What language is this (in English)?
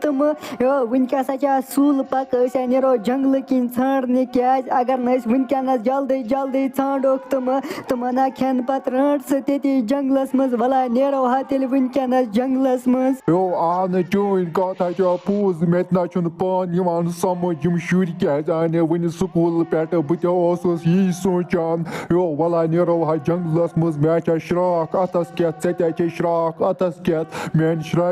Kashmiri